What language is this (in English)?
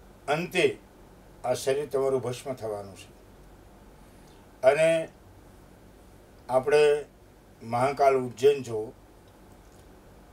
Gujarati